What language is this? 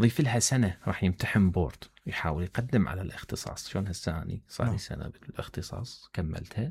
Mesopotamian Arabic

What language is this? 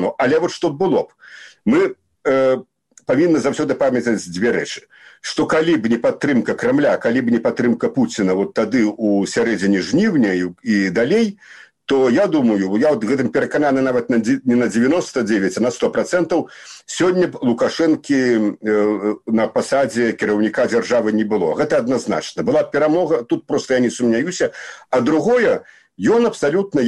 Belarusian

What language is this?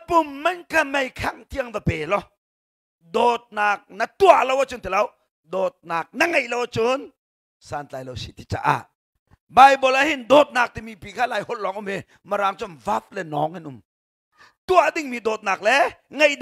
Hakha Chin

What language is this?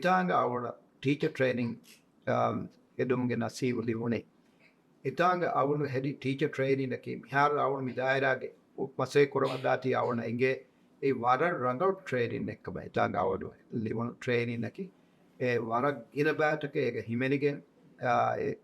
Divehi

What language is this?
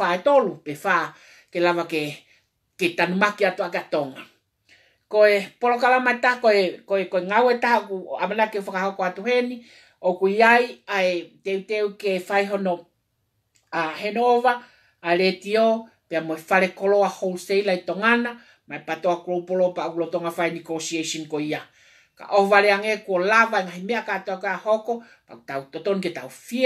Tongan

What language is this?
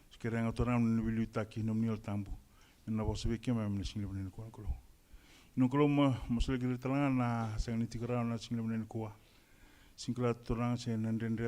Fijian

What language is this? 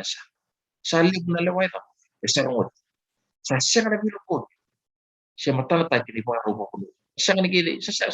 Fijian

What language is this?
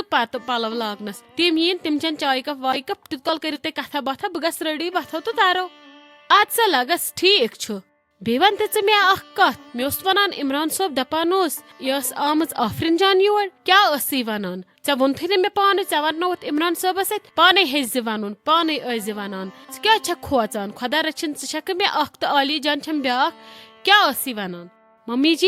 Kashmiri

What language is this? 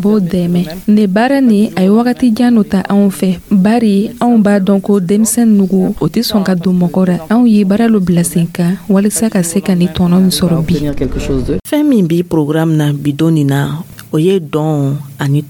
Dyula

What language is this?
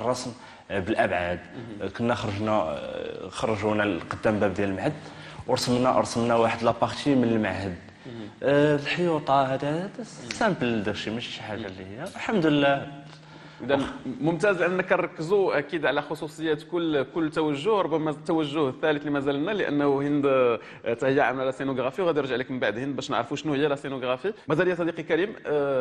Moroccan Arabic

